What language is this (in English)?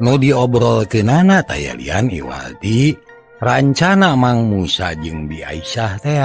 Sundanese